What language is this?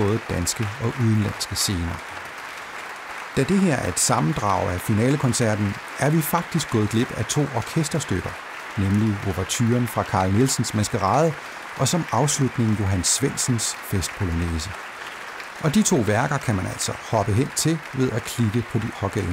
Danish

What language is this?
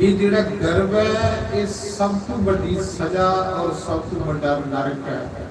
Dogri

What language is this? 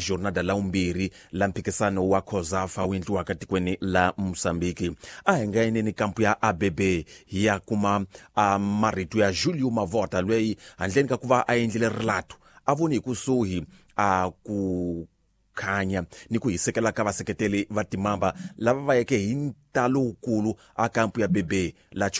Tsonga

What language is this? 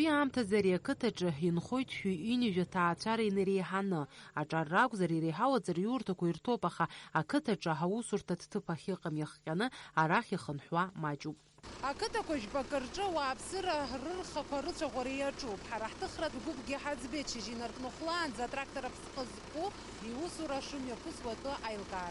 Abkhazian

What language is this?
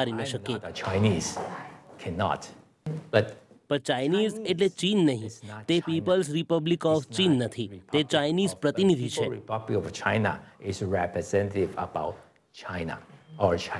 Gujarati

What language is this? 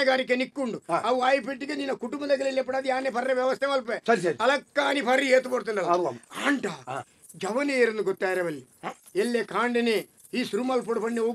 Tulu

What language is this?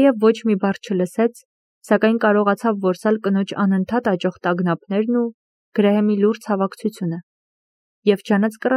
Armenian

